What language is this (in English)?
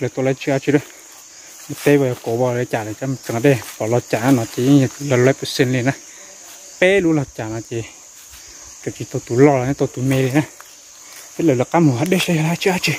Hmong